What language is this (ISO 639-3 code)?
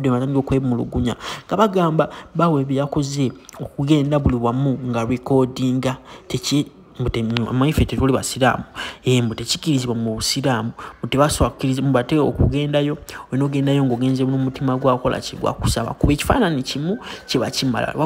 lug